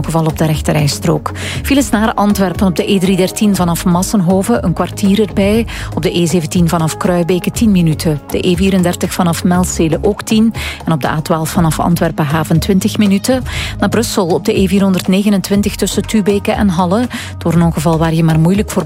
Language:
Dutch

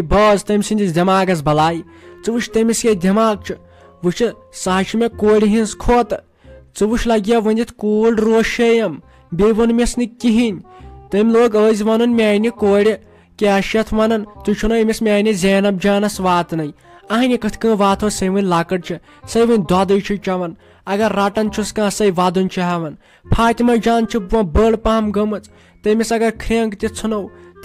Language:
Kashmiri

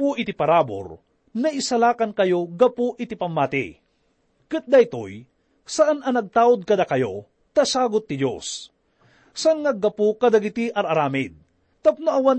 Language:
Iloko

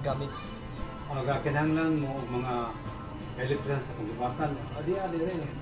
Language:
Cebuano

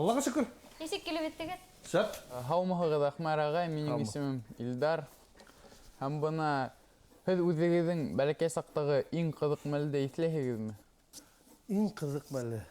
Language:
Bashkir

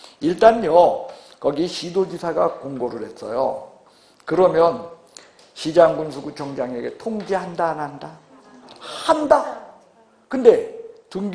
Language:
Korean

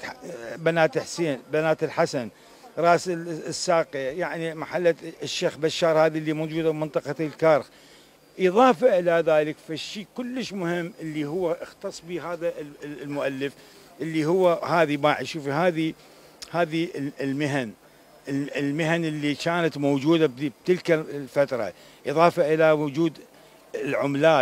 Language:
Mesopotamian Arabic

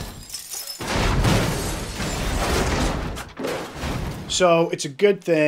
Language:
English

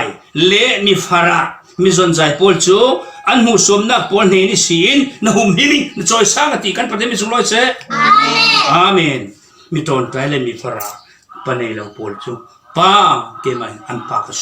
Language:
Falam Chin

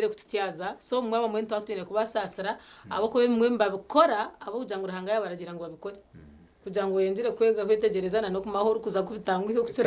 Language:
Nyankole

